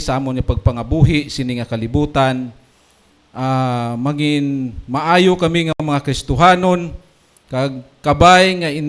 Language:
Hiligaynon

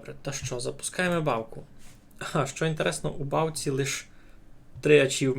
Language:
Rusyn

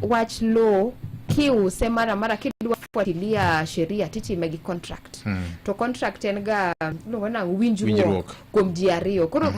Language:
Luo (Kenya and Tanzania)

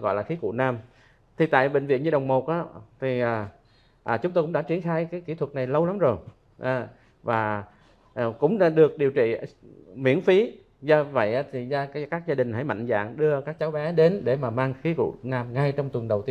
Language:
Vietnamese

